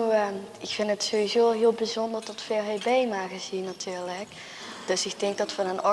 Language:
Limburgish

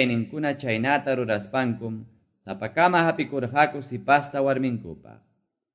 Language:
Quechua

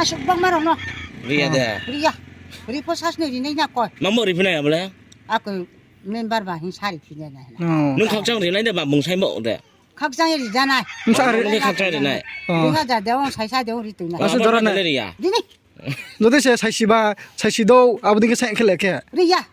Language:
Riang (India)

